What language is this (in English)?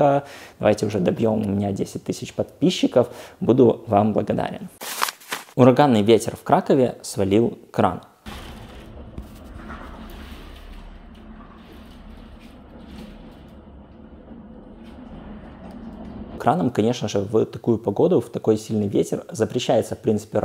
Russian